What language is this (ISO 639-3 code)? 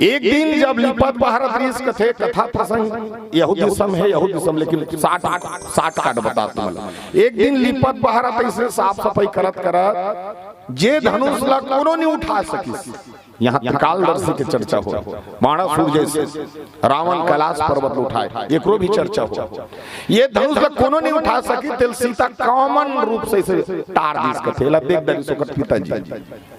hne